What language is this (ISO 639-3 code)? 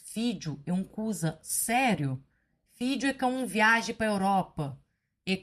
kea